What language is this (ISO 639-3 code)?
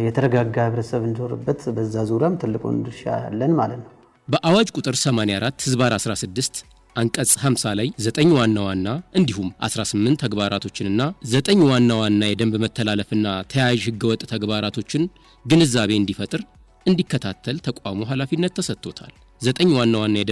amh